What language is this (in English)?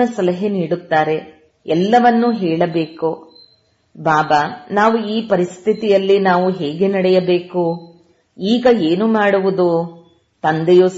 Kannada